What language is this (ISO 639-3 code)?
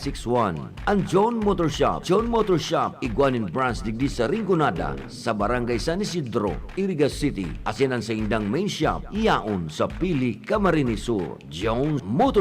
bik